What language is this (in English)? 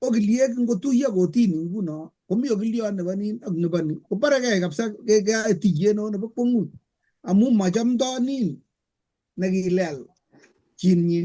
Kalenjin